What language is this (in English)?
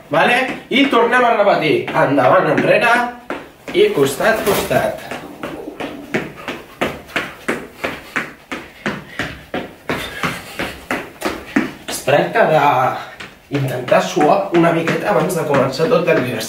Catalan